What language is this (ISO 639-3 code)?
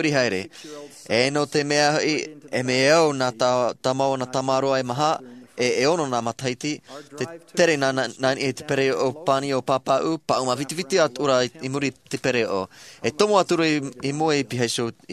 tah